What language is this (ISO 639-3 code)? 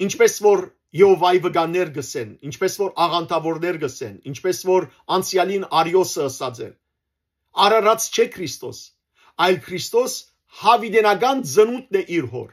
hyw